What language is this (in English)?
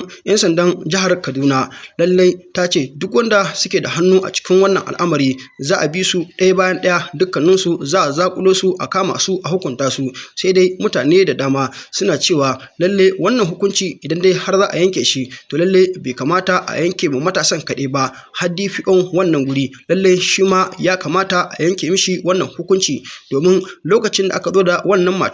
Hausa